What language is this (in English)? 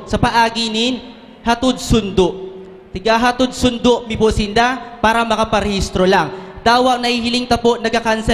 Bikol